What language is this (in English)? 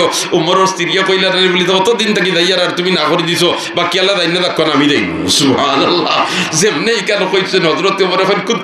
Sylheti